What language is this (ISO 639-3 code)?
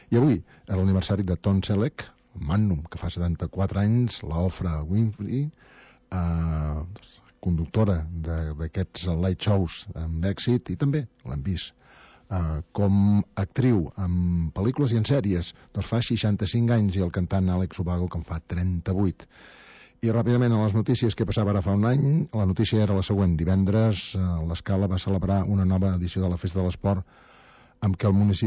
cat